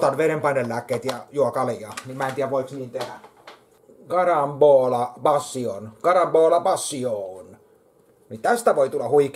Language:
Finnish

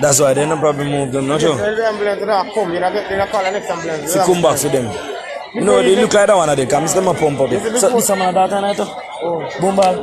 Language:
Jamaican Creole English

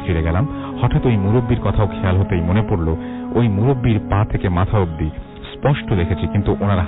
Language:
Bangla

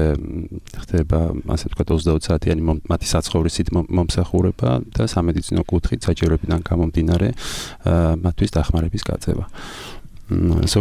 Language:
Georgian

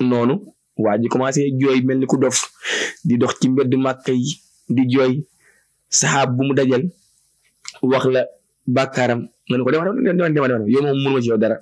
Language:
Wolof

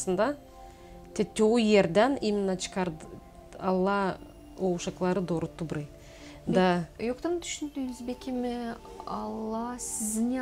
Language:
Gagauz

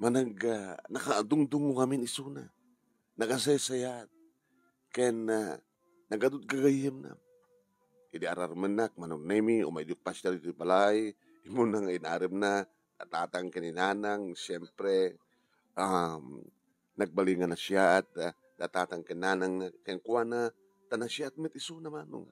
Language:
Iloko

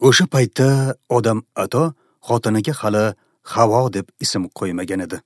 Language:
Uzbek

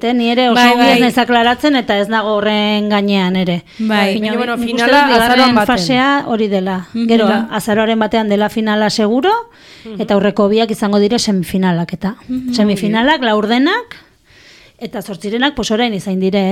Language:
Basque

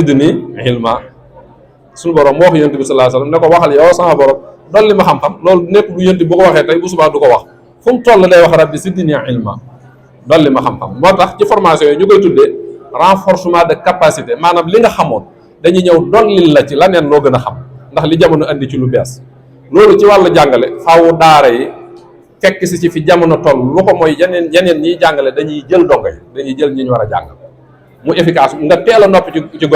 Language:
Wolof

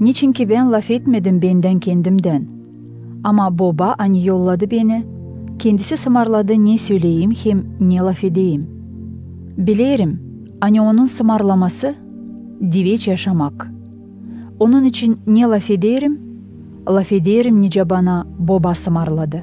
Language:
Gagauz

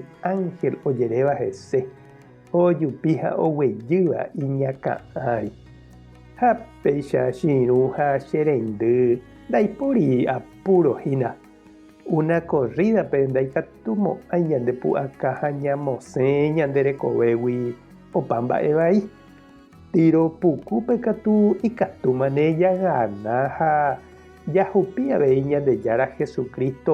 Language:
Guarani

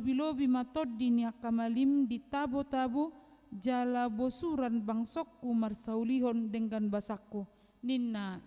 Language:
Batak Toba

